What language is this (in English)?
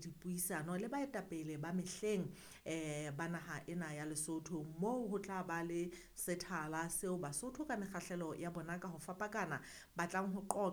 Southern Sotho